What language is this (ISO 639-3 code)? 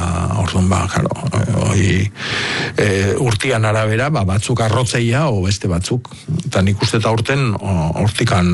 eus